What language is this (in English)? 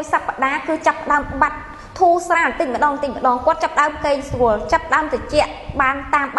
Khmer